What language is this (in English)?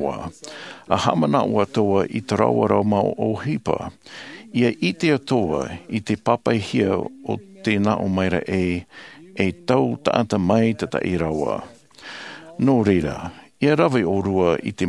Tahitian